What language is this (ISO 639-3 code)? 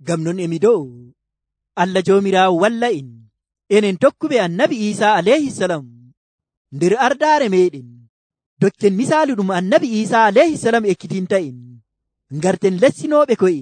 fuv